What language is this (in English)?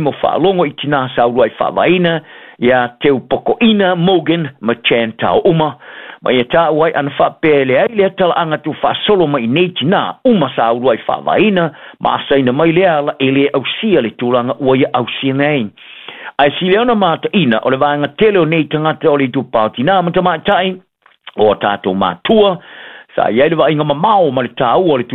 Samoan